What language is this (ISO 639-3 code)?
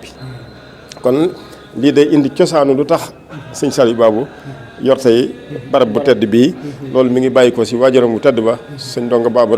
wol